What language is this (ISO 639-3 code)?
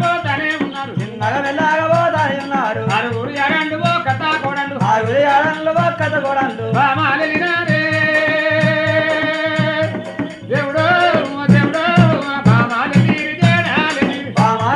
tel